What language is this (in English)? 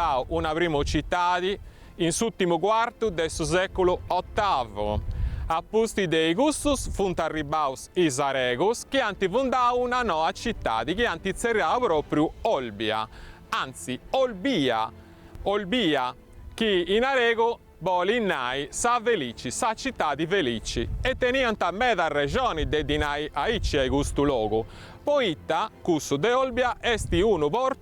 Sardinian